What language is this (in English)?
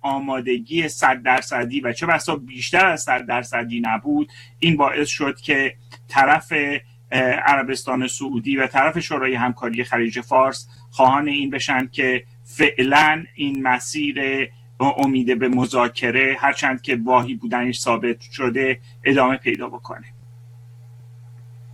Persian